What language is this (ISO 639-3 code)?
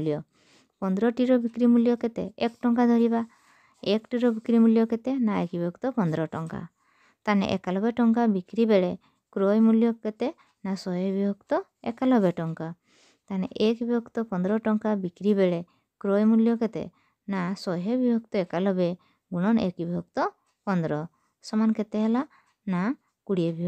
ori